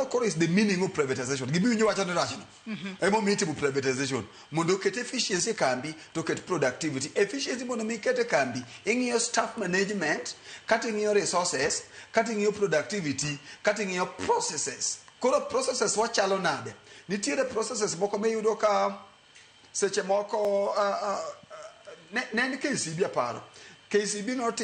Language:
Luo (Kenya and Tanzania)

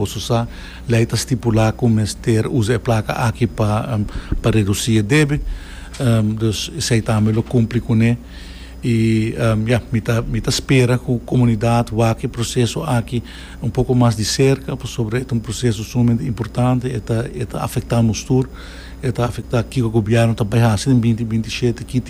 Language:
Papiamento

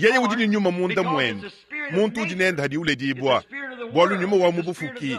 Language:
Luba-Lulua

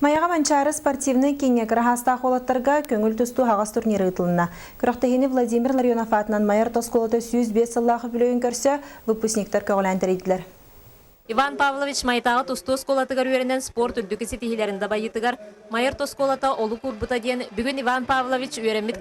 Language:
Yakut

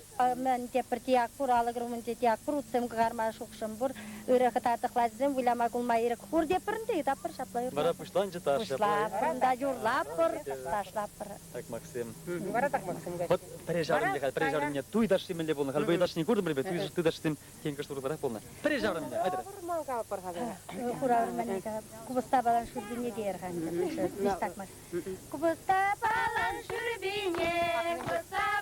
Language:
Chuvash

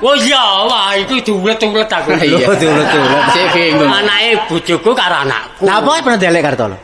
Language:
Javanese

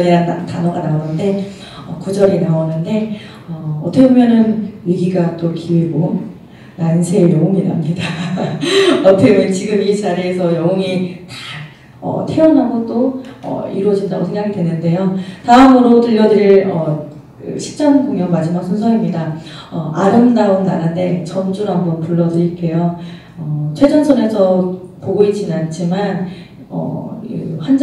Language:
Korean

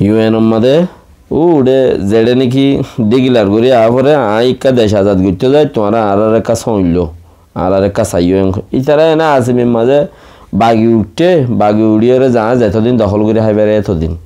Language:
Rohingya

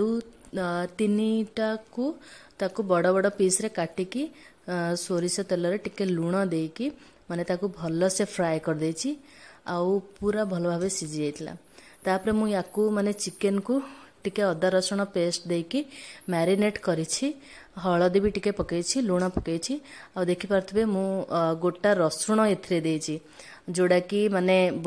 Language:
Odia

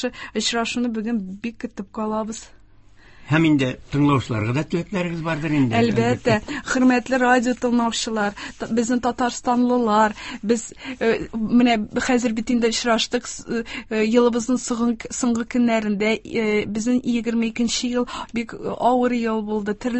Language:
Tatar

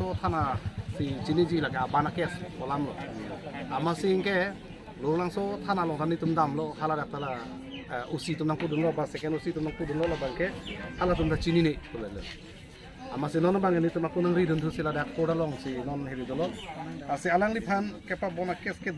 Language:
Karbi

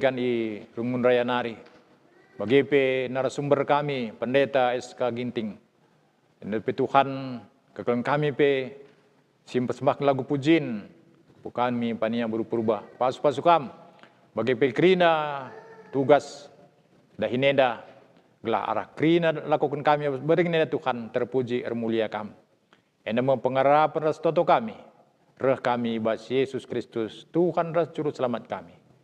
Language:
Batak Karo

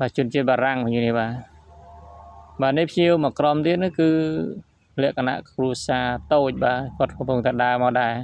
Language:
Khmer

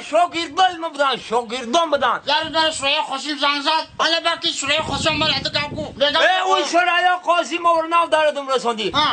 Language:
Tajik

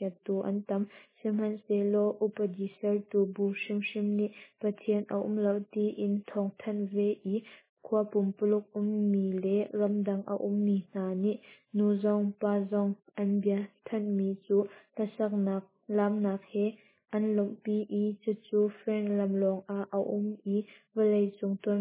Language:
Hakha Chin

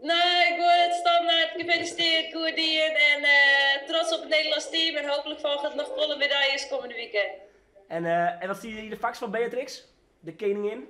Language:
Western Frisian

